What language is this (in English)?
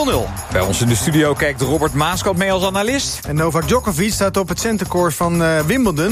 Dutch